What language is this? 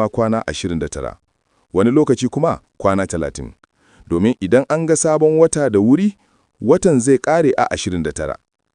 Hausa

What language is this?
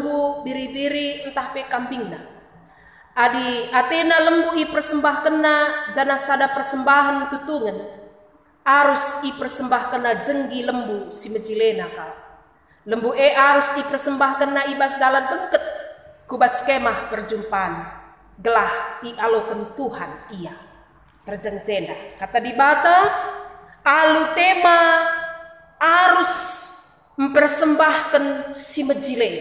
Batak Karo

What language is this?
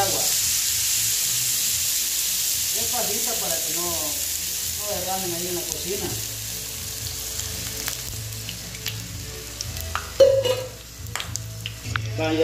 Spanish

